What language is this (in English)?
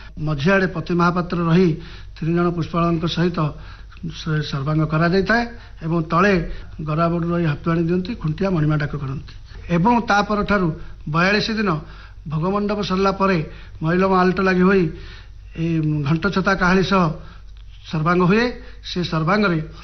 Odia